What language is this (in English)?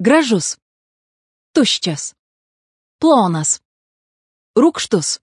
Lithuanian